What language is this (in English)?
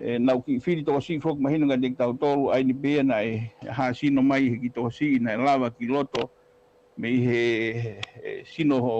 Tongan